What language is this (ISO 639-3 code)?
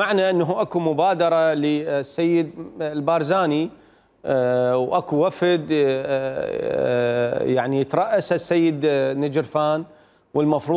acm